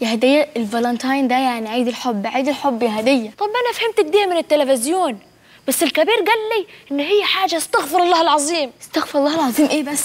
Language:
Egyptian Arabic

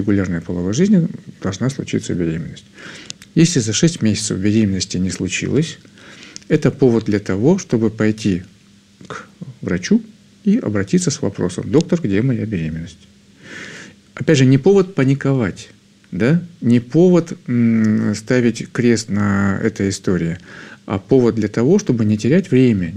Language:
Russian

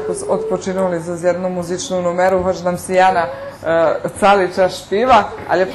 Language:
Rusyn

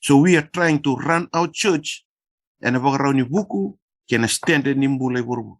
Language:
Fijian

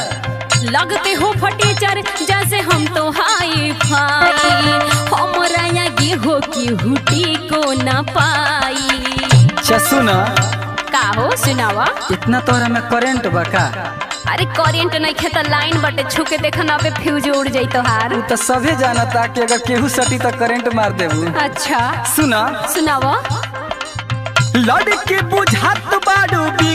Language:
Bhojpuri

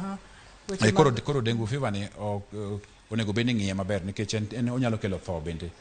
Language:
Luo (Kenya and Tanzania)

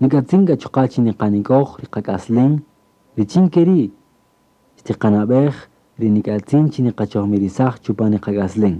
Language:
Kaqchikel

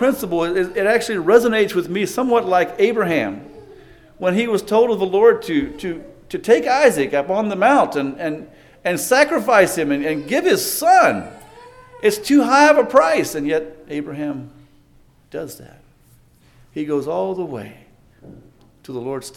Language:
English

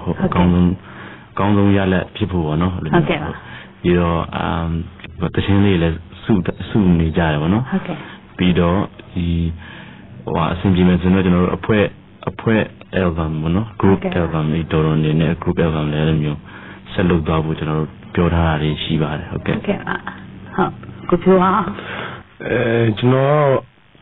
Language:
Burmese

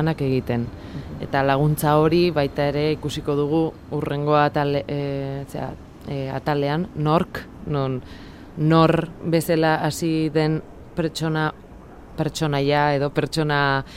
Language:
Basque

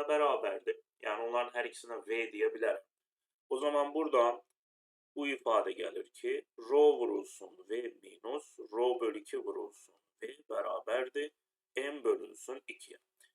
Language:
Azerbaijani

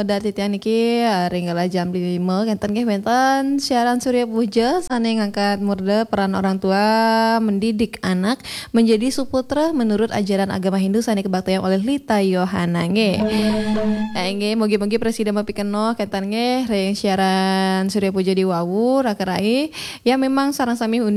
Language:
Balinese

